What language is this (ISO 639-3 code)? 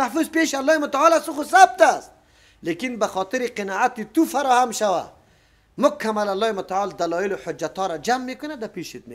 fas